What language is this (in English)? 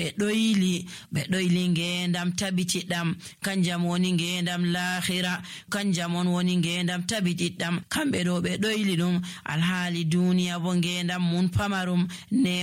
Nigerian Fulfulde